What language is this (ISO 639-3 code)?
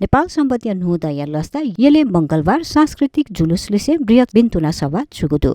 new